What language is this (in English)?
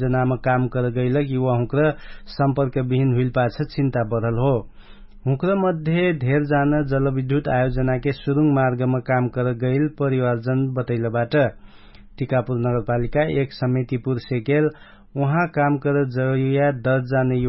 Dangaura Tharu